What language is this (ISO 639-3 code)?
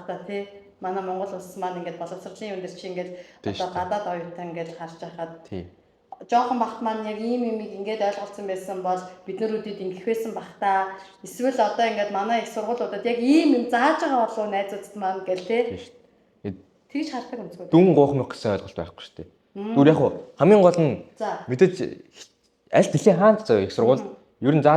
mon